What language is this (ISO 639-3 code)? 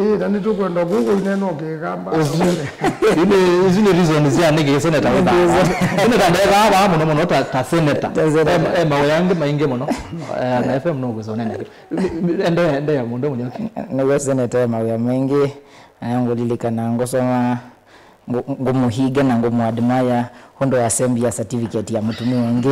kam